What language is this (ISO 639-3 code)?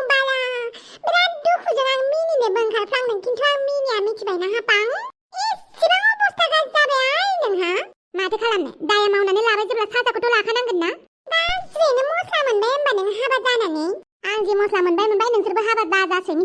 brx